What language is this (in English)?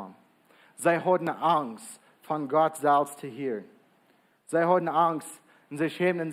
Plautdietsch